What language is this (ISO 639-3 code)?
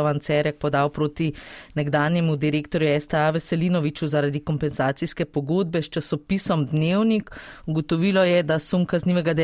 slv